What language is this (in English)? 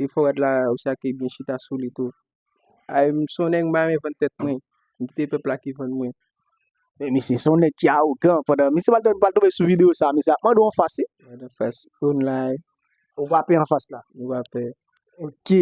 Haitian Creole